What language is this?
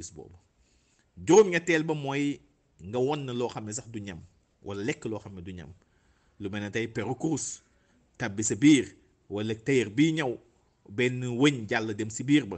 Wolof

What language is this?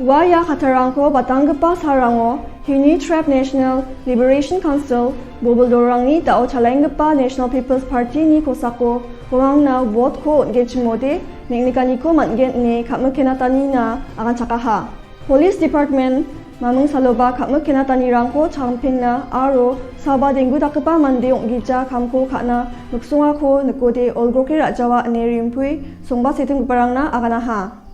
Garo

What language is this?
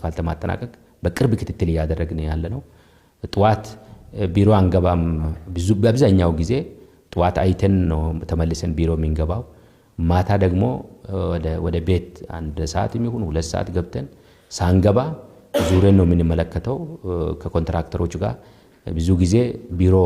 Amharic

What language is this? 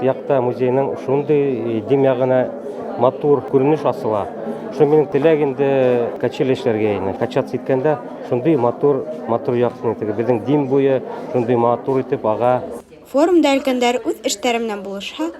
Bashkir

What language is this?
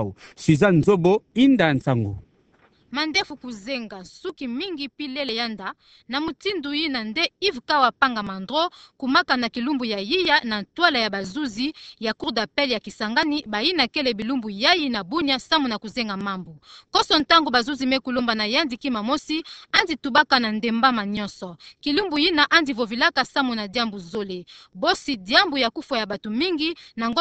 Kituba (Democratic Republic of Congo)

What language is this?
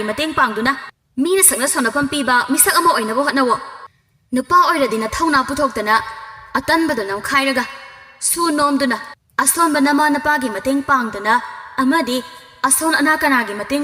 Manipuri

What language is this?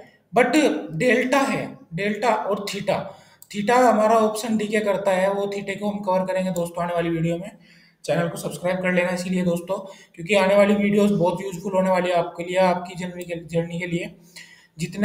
Hindi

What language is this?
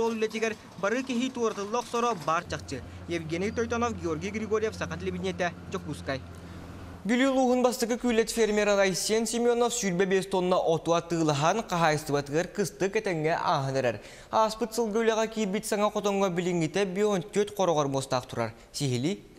Yakut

